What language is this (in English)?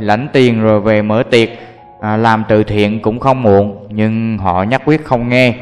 Vietnamese